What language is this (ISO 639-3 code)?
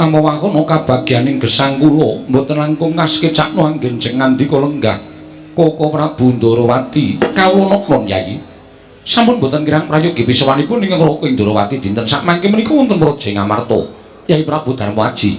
jav